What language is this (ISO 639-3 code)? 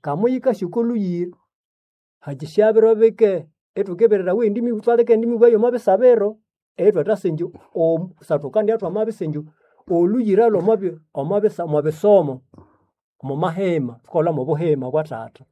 nnb